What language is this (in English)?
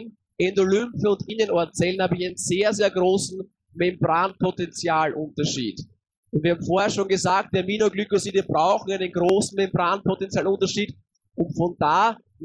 German